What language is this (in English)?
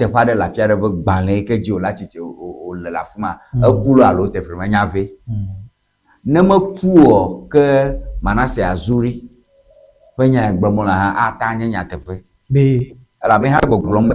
Ewe